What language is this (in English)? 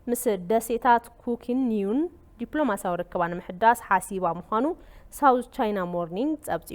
Tigrinya